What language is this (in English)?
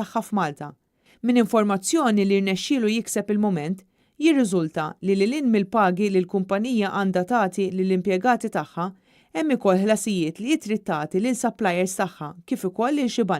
Maltese